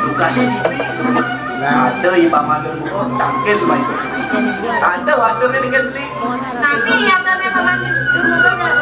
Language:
Balinese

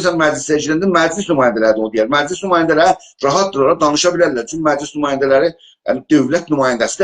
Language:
South Azerbaijani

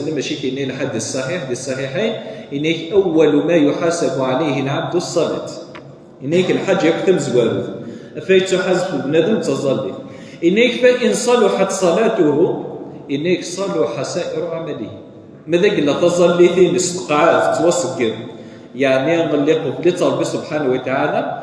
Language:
Kabyle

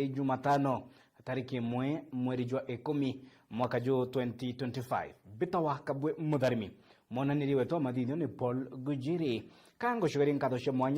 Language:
Meru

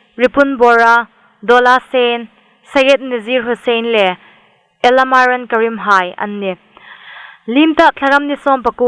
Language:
Hmar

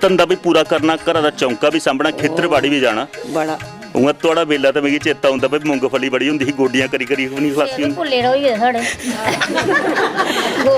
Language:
Dogri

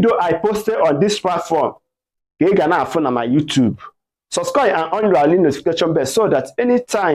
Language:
Igbo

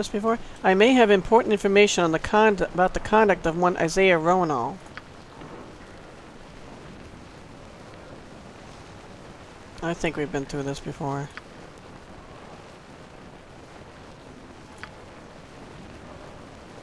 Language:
English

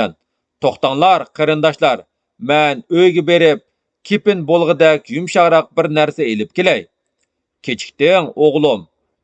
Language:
Uyghur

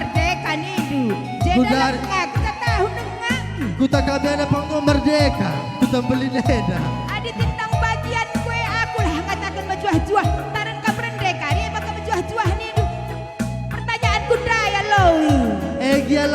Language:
Batak Karo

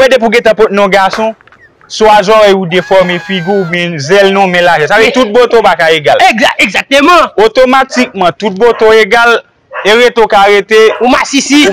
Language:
Haitian Creole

